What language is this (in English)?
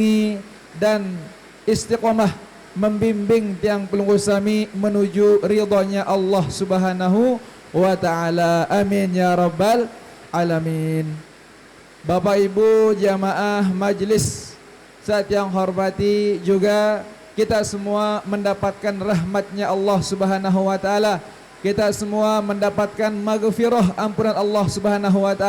Sasak